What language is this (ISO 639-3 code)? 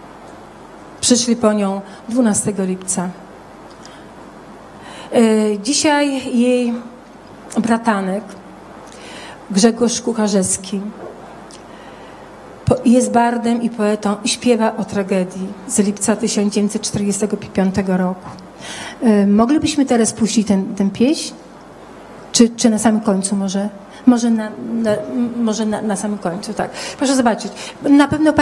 pol